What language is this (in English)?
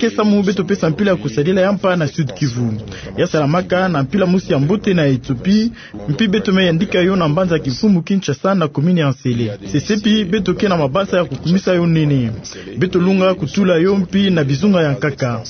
Kituba (Democratic Republic of Congo)